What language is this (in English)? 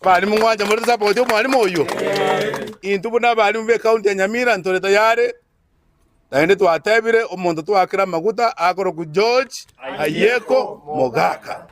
Gusii